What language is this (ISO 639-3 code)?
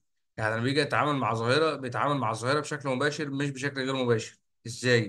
arz